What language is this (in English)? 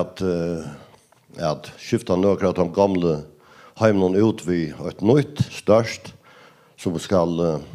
Faroese